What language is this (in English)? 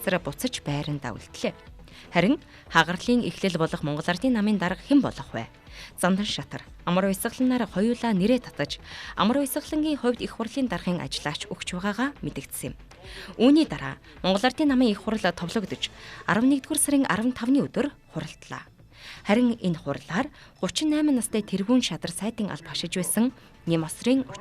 Mongolian